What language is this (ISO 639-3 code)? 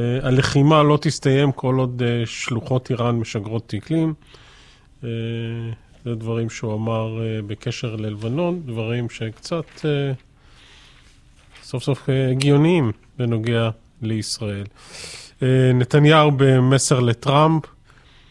heb